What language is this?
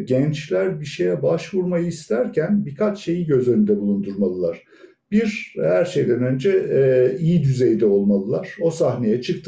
Turkish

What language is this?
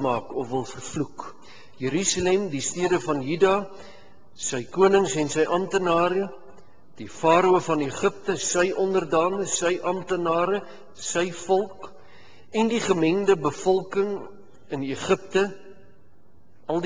Afrikaans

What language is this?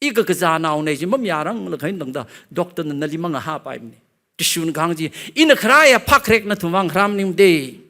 Tangkhul Naga (India)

